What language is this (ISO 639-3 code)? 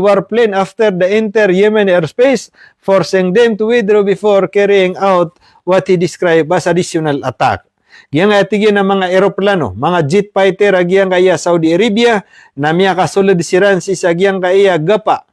mrw